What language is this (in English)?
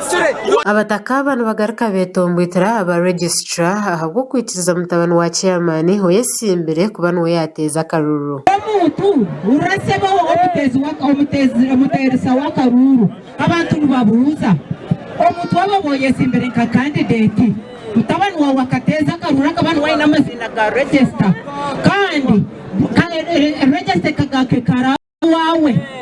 Nyankole